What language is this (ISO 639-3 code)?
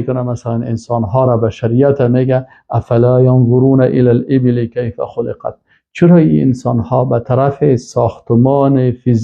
fas